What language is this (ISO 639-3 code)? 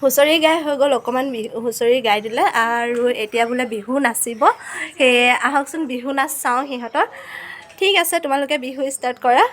asm